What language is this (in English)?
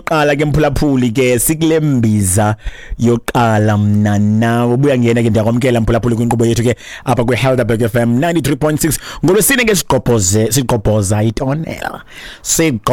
Xhosa